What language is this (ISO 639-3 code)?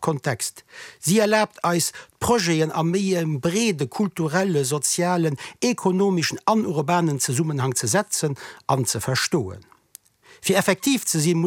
ltz